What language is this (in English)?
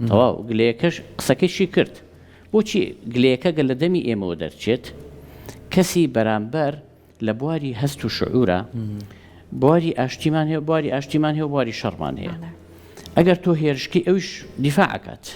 Central Kurdish